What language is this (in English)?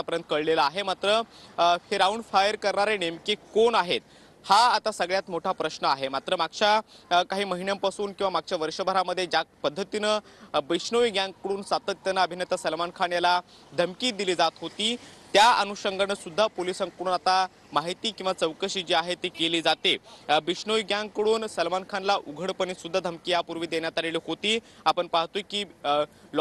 Marathi